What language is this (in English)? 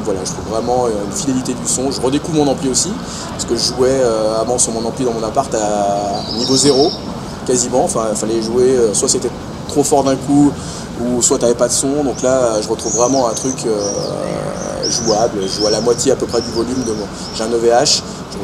French